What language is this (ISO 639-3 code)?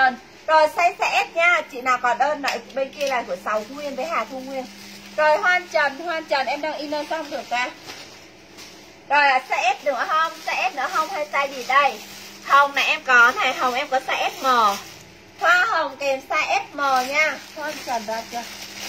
vie